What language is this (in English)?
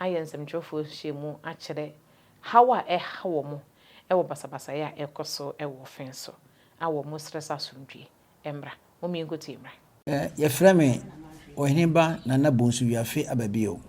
Akan